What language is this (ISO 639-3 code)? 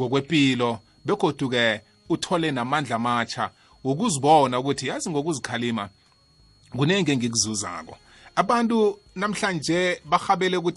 nbl